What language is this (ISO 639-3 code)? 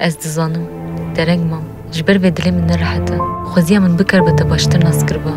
kur